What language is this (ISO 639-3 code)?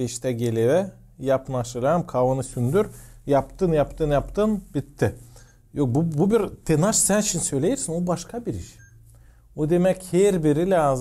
gag